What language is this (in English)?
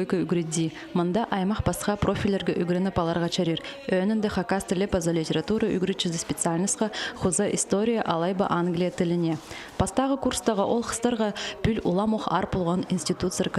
Khakas